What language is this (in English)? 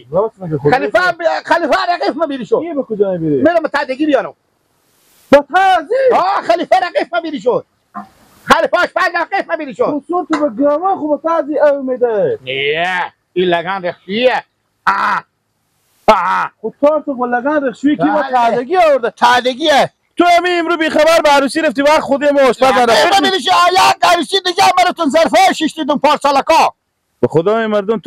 Persian